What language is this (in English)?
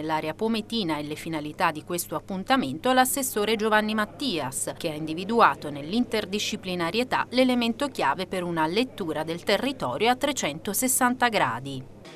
Italian